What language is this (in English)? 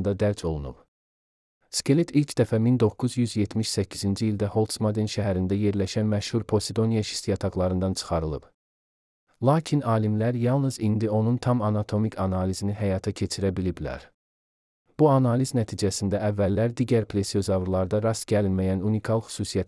Azerbaijani